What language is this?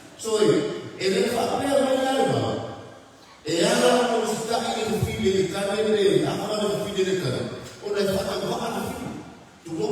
Samoan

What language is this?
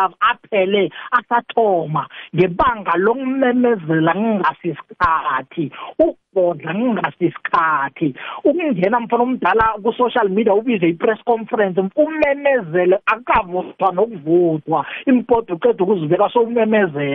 South Ndebele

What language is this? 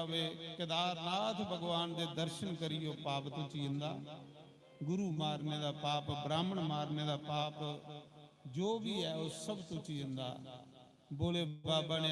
Dogri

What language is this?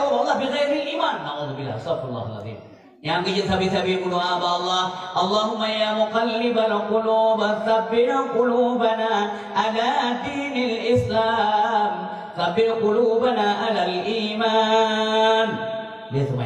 Achinese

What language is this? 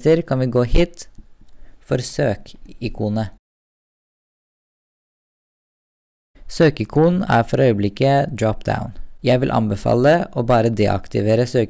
Norwegian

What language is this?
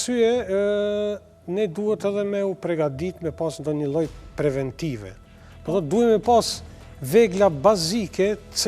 Albanian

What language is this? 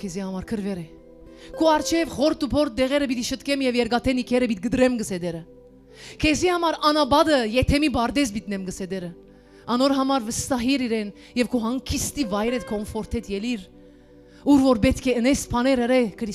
Western Armenian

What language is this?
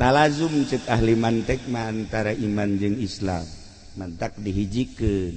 Sundanese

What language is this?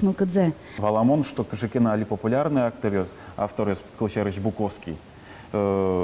Udmurt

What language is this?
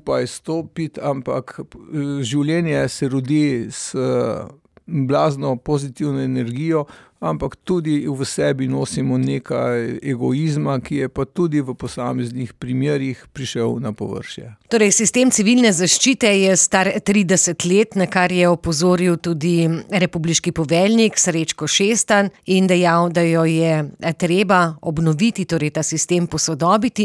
Slovenian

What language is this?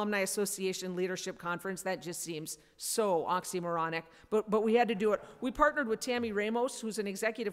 English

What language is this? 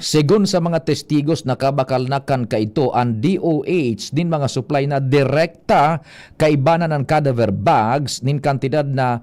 Bikol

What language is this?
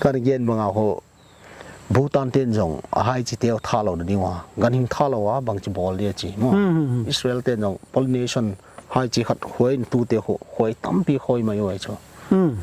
Paite Chin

